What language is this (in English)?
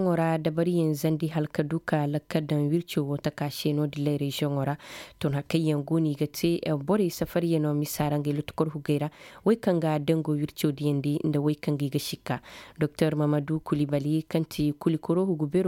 Koyraboro Senni